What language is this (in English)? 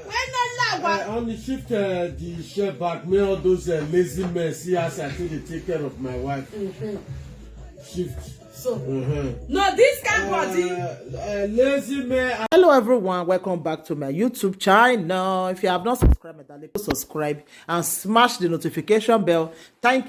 Nigerian Pidgin